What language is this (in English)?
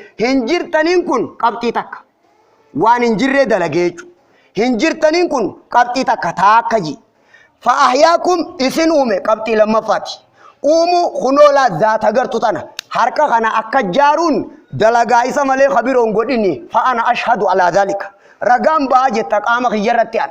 Oromo